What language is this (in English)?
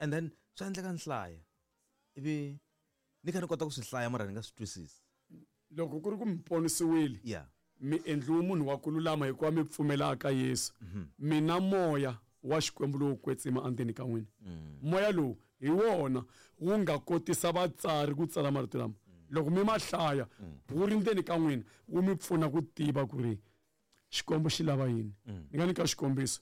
Tsonga